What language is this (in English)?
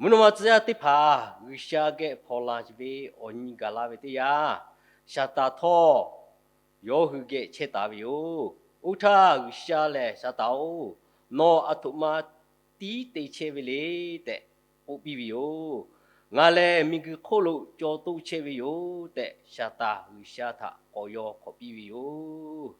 Lahu